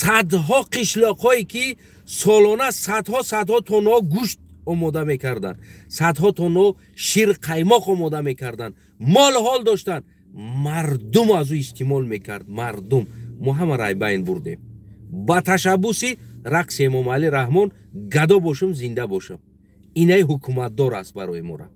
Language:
Tajik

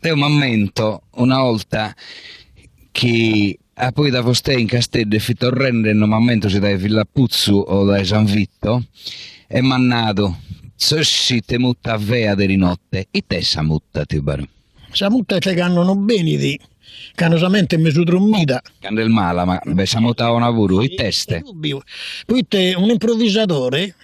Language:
Sardinian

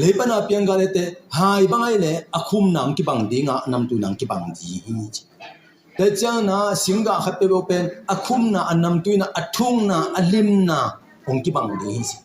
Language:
Tedim Chin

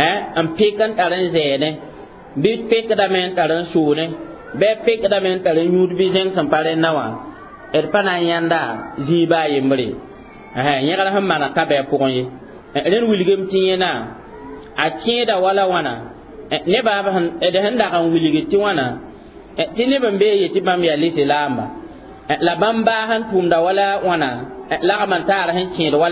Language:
Mossi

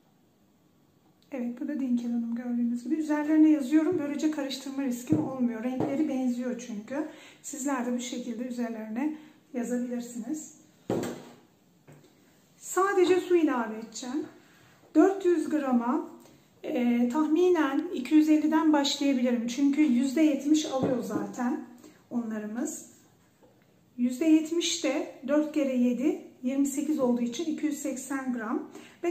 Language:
Turkish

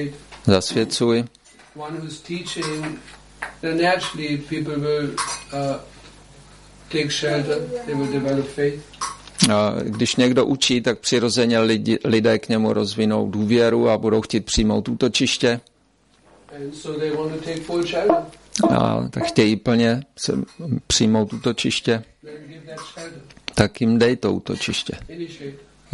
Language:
Czech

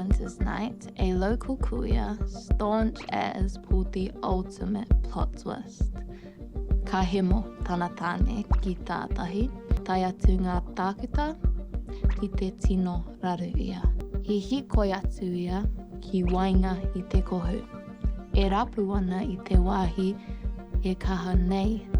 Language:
Māori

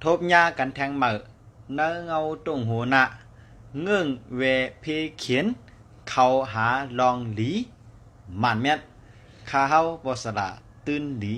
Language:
Shan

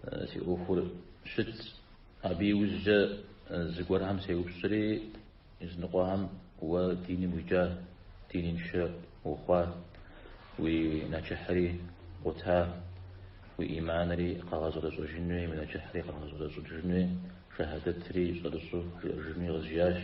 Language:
Kabardian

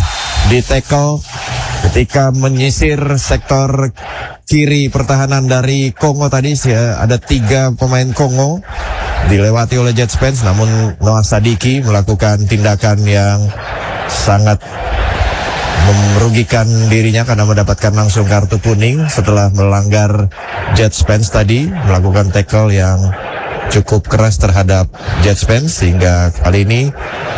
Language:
Indonesian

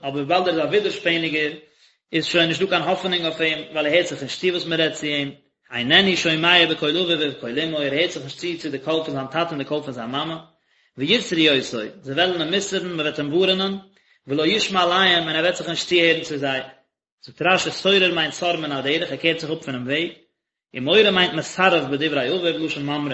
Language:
Yiddish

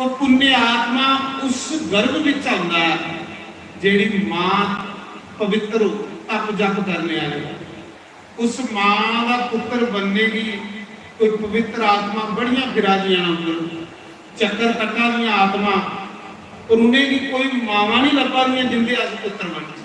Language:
Dogri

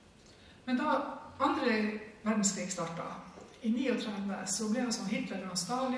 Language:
Norwegian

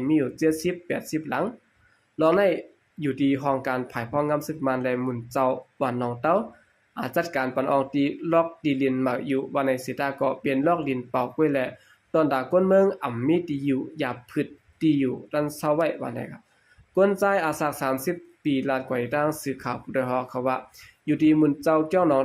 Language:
Shan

